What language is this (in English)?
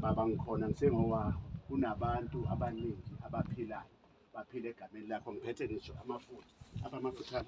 Zulu